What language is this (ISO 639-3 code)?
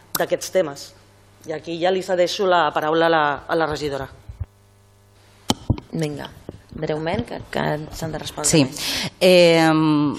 cat